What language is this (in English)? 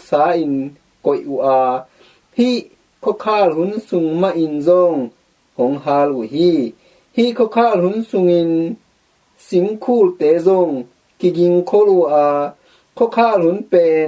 Tedim Chin